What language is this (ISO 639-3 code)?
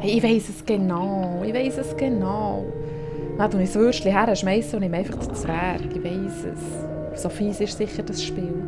gsw